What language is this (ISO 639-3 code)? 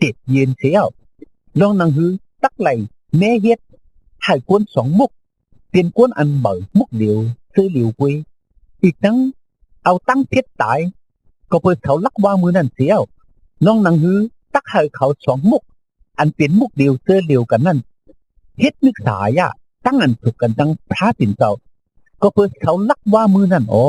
shn